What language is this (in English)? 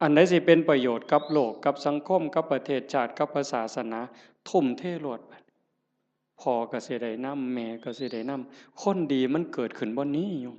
Northeastern Thai